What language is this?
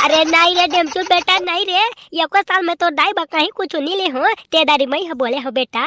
Chhattisgarhi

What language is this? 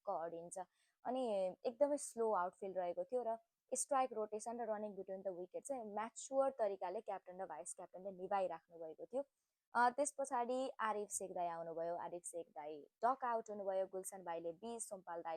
Nepali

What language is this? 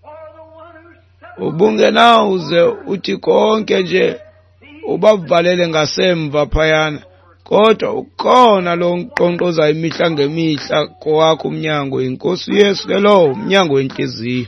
Xhosa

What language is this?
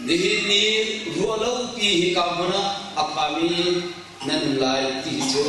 Hakha Chin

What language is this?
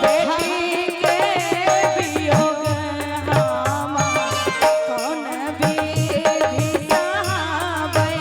Maithili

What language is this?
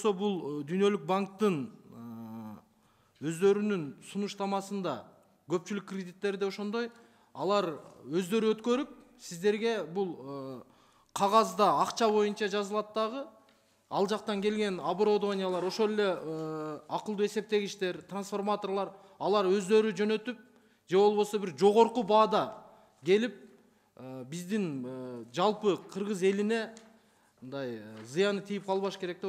Kyrgyz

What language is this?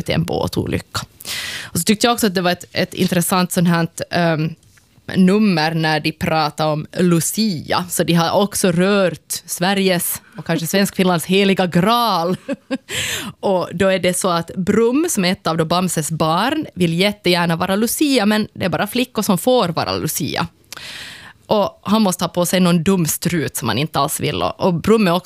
Swedish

